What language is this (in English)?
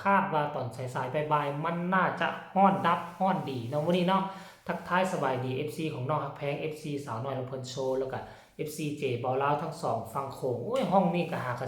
Northeastern Thai